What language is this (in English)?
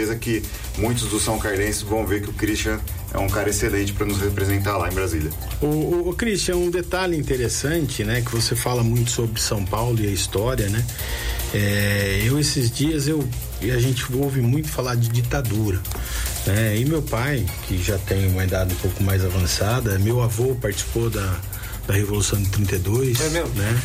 Portuguese